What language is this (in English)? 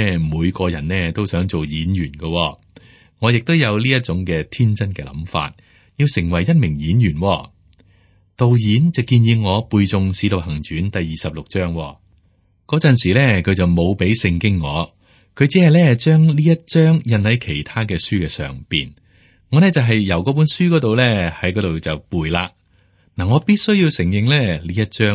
Cantonese